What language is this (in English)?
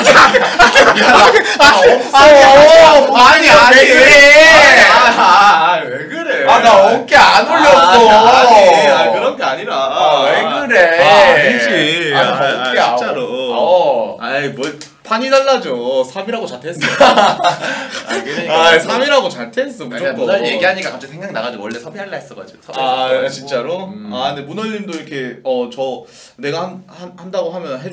Korean